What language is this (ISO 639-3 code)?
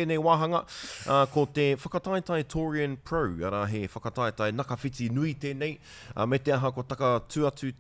mri